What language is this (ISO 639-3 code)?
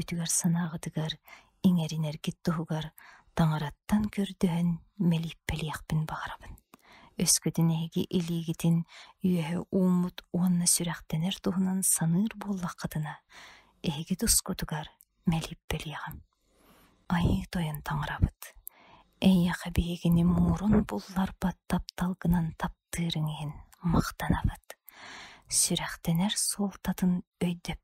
sah